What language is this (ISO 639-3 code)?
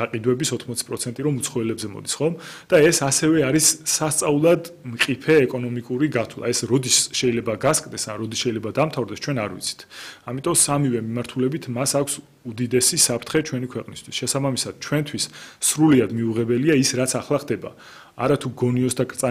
kat